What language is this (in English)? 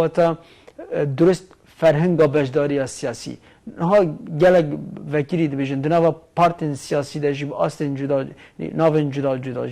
Kurdish